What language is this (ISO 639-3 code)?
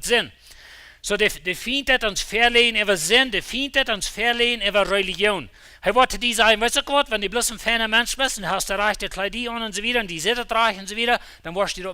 pdt